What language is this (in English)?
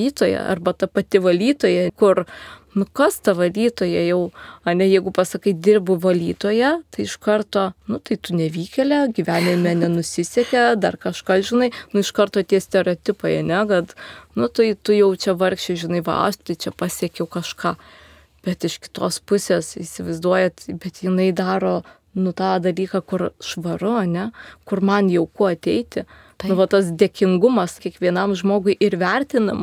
Lithuanian